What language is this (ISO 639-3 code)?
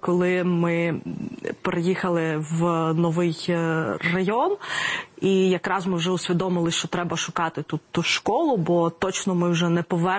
ukr